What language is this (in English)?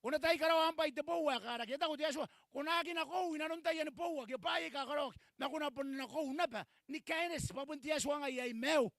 Gilbertese